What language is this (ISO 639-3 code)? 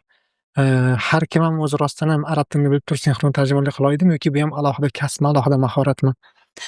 uzb